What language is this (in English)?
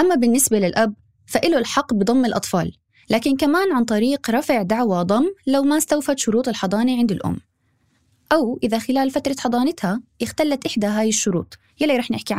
North Levantine Arabic